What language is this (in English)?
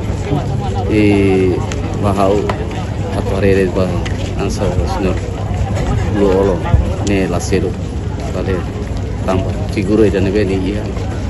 Tetum